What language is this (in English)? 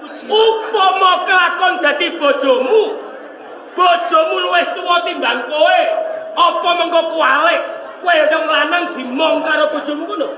Javanese